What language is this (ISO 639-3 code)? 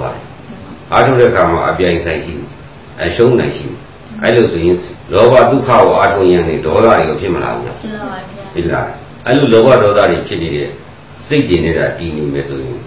mya